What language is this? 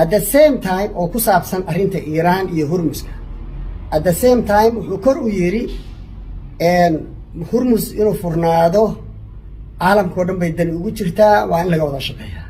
Somali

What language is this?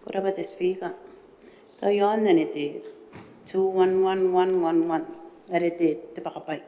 Gilbertese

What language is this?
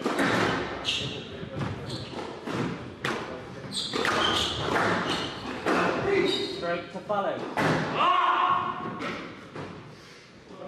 English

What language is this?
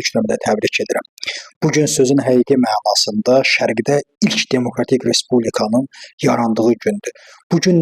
Azerbaijani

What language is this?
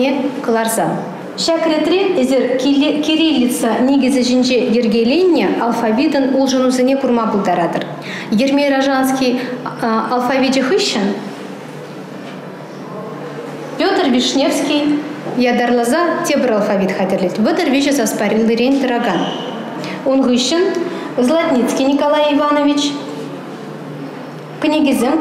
Chuvash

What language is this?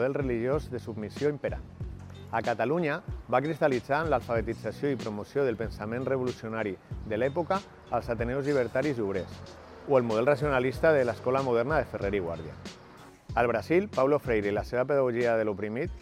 Catalan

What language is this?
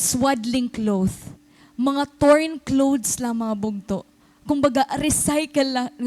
Waray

